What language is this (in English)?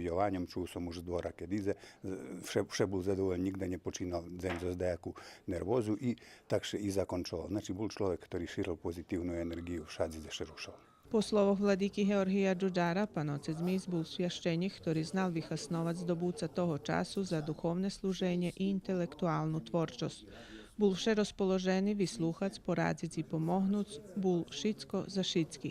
Rusyn